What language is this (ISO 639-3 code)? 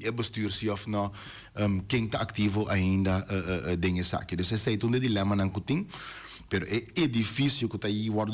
pap